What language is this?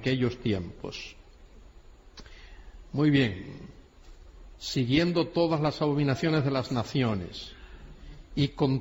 Spanish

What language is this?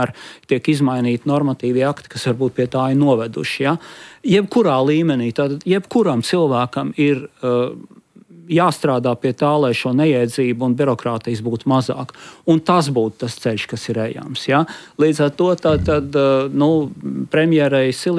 Latvian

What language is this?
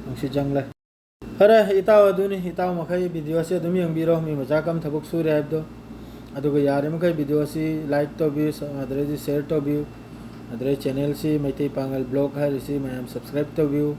Manipuri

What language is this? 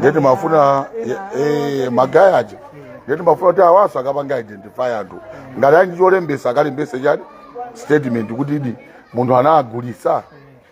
Nyanja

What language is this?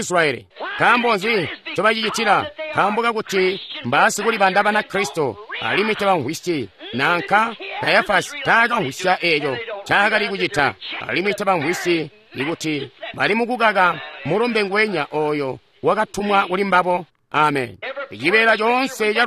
Tonga (Zambia)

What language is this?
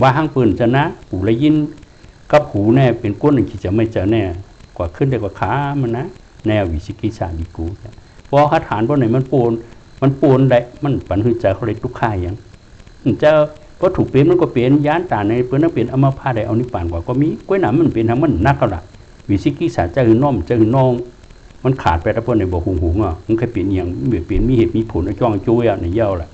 Shan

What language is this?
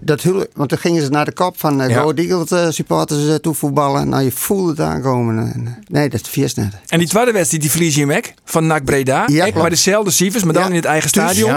Western Frisian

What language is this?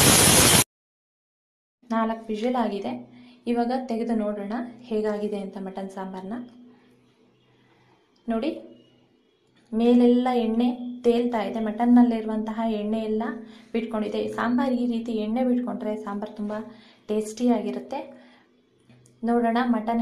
Kannada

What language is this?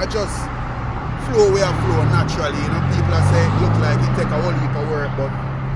Jamaican Creole English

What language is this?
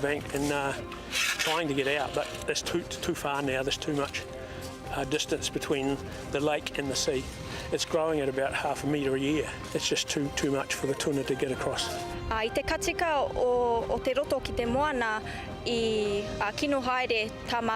Māori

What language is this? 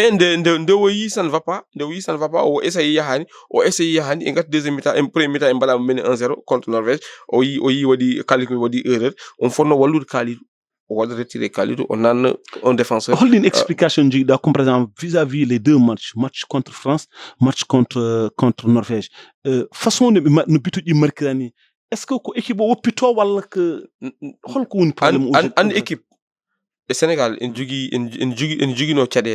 Fula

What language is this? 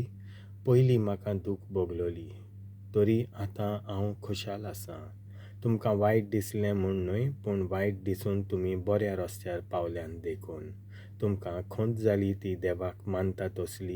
Konkani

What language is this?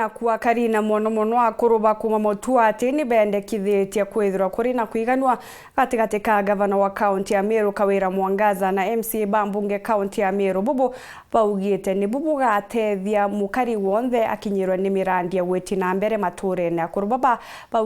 Meru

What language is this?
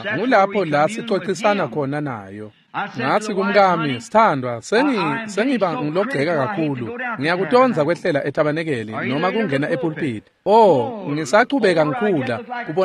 Swati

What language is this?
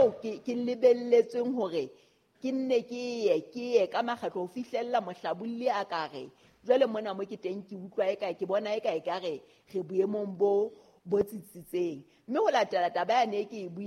Southern Sotho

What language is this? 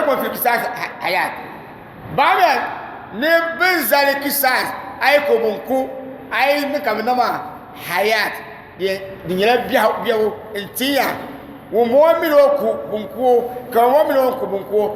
Dagbani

